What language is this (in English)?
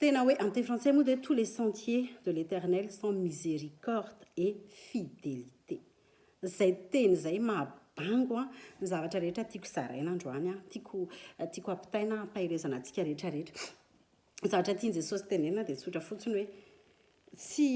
Malagasy